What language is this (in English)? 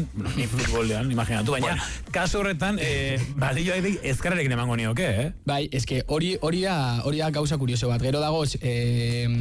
Basque